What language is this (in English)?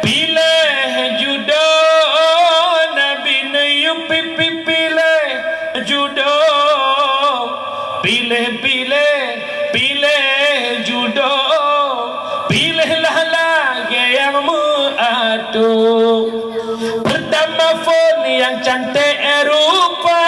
Achinese